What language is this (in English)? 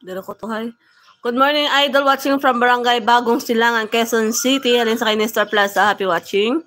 Hiligaynon